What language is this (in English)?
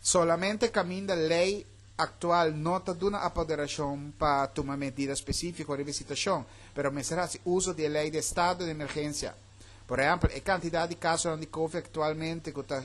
Papiamento